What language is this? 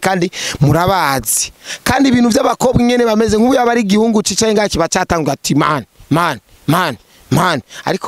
Rundi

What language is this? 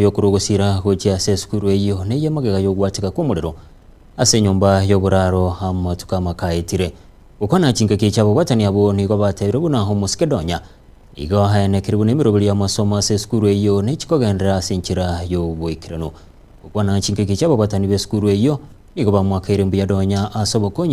Gusii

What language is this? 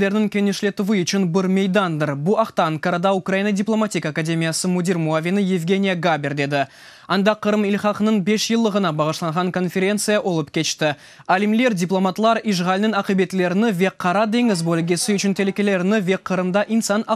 Crimean Tatar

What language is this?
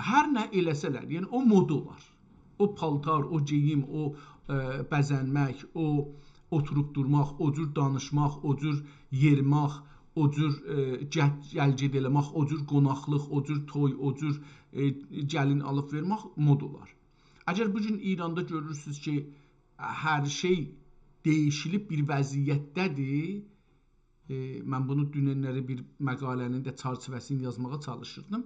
South Azerbaijani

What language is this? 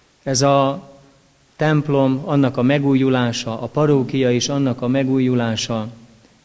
Hungarian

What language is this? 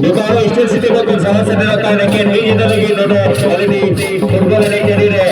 Santali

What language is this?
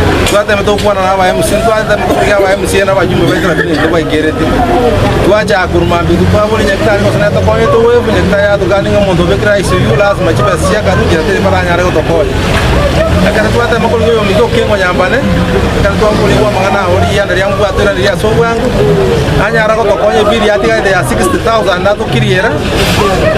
Gusii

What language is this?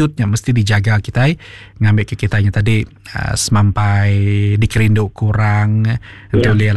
Iban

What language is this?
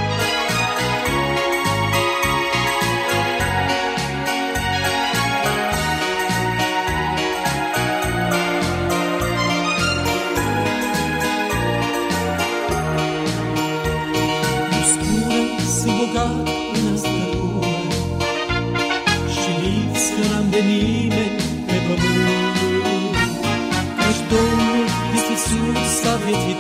Romanian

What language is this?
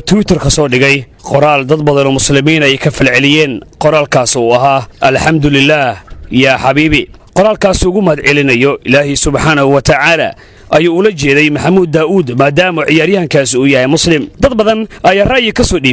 Somali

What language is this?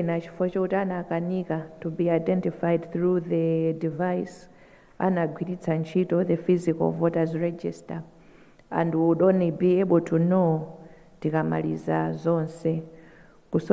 Nyanja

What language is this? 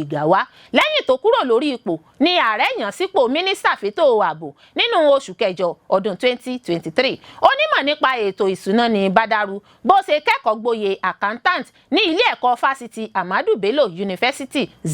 Yoruba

